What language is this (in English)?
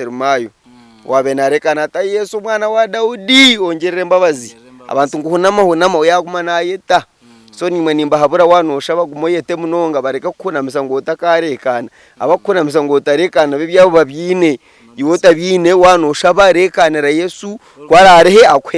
Nyankole